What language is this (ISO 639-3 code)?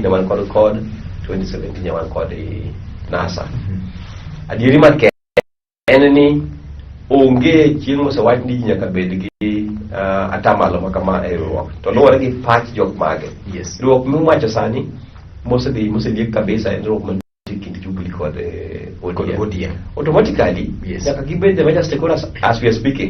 luo